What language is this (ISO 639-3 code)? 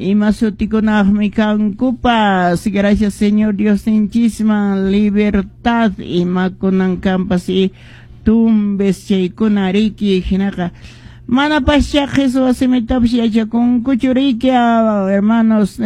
que